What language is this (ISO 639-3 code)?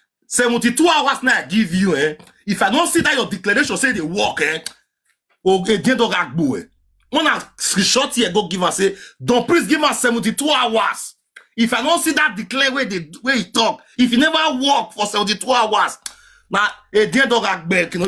pcm